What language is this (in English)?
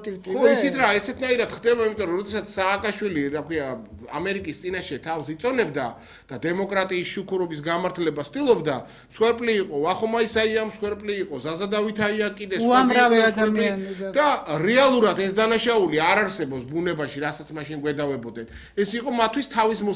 Georgian